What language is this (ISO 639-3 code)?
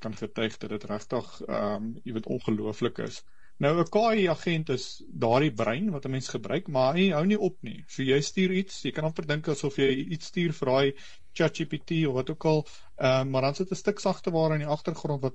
afr